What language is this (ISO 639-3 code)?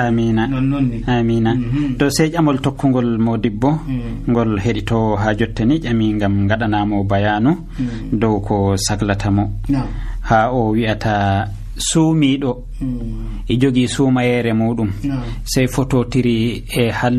fuv